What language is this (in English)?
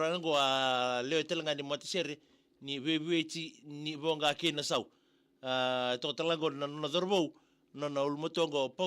Fijian